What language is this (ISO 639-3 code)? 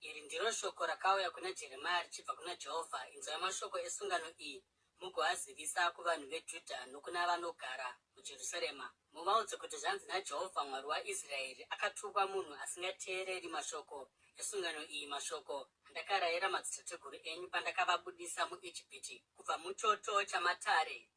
sna